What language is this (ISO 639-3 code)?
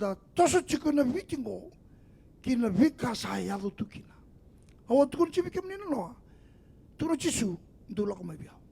fij